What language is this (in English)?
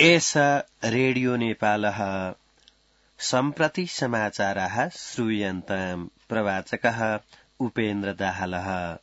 Sanskrit